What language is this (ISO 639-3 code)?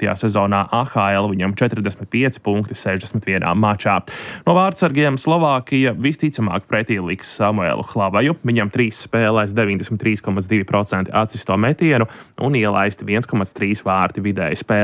lav